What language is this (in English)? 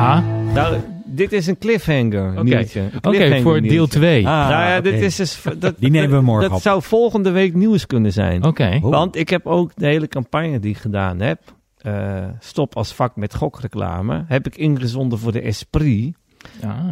Dutch